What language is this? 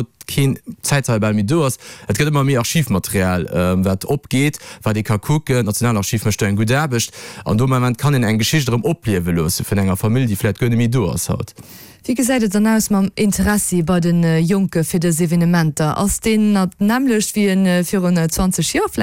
Luxembourgish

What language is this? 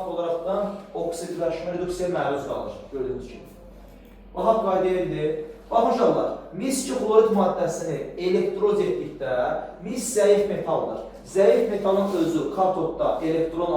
Azerbaijani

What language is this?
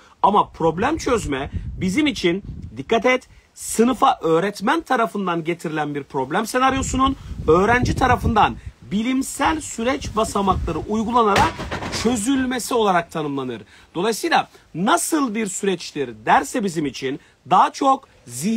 Turkish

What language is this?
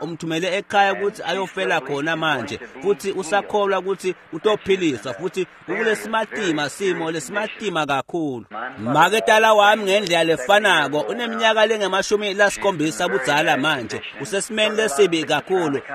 Swati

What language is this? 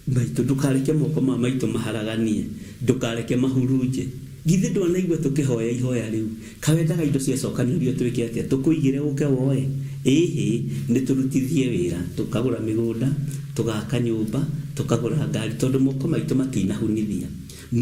Kikuyu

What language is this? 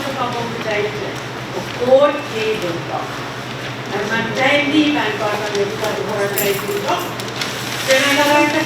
Pohnpeian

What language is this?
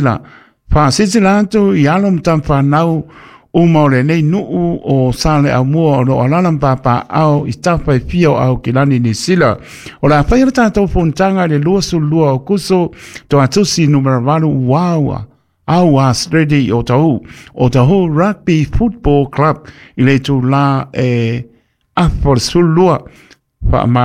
Samoan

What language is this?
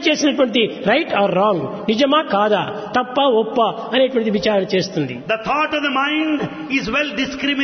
Telugu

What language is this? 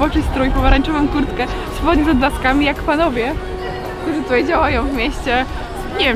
Polish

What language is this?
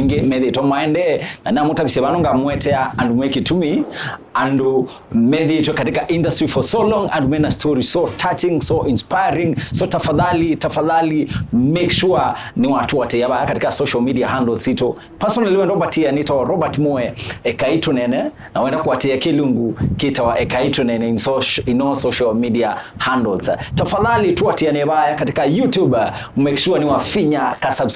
Kamba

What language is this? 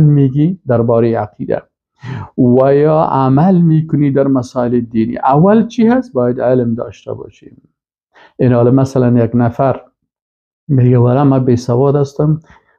Persian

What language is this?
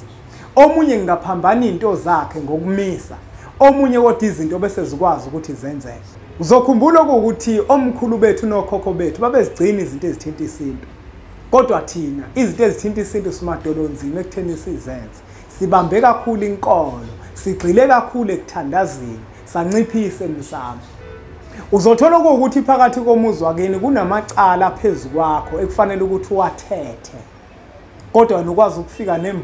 Zulu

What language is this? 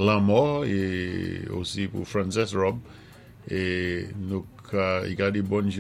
Saint Lucian Creole French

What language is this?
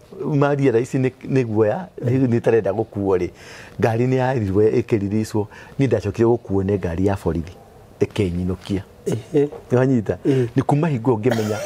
Kikuyu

